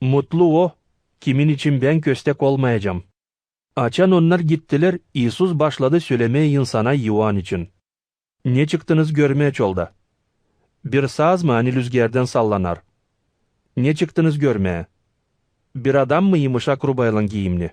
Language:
Gagauz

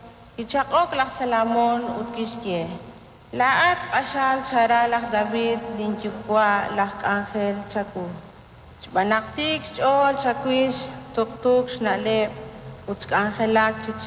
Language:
Kekchí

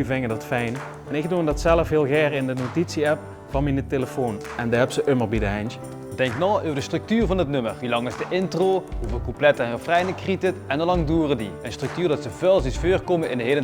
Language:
Limburgish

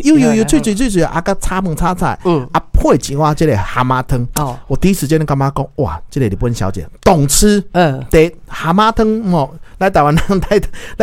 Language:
Min Nan Chinese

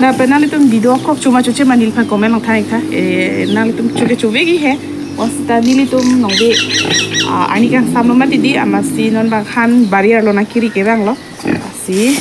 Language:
Karbi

